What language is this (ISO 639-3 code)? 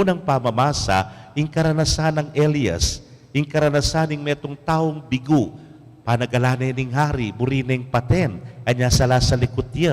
pam